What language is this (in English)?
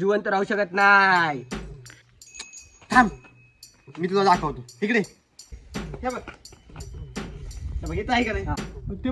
Marathi